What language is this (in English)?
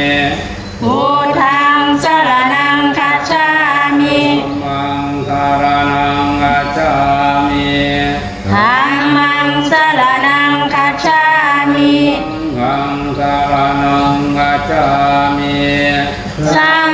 Pali